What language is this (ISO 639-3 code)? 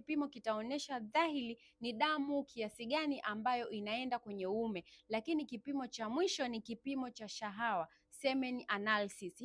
swa